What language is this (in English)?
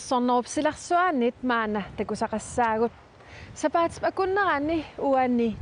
Kalaallisut